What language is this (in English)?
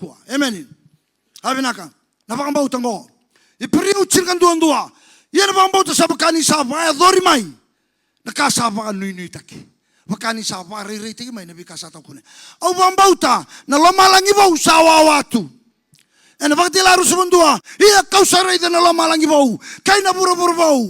Fijian